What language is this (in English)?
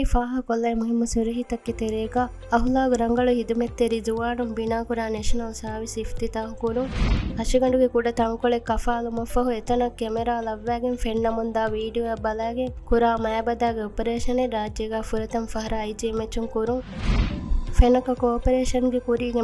Divehi